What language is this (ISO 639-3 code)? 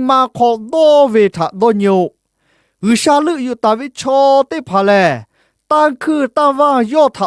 lhu